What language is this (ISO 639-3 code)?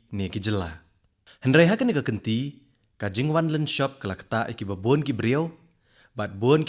kha